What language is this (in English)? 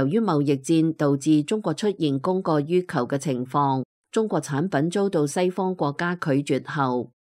Cantonese